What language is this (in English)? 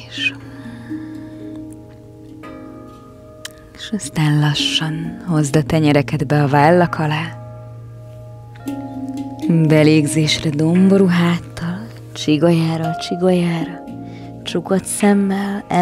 Hungarian